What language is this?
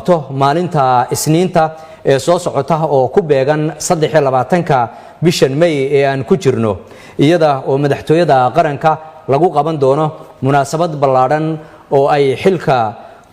Somali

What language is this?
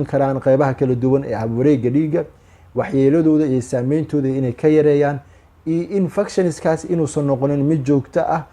Somali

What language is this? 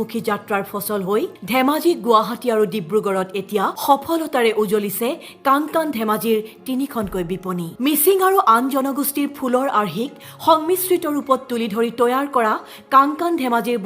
Assamese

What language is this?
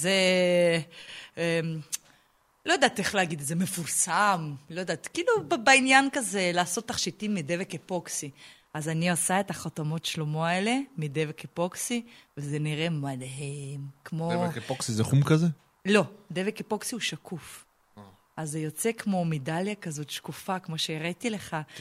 Hebrew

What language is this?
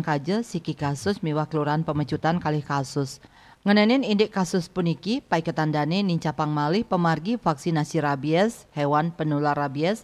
Balinese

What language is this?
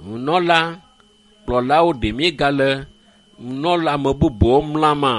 Ewe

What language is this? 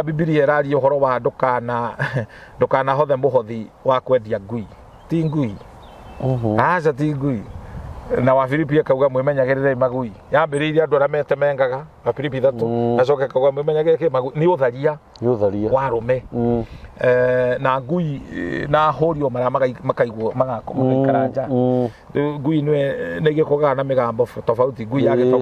Kikuyu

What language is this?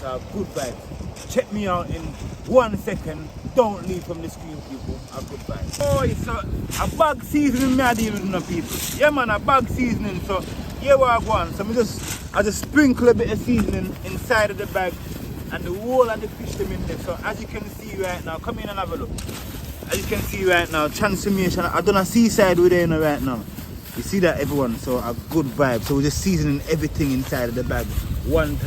Jamaican Creole English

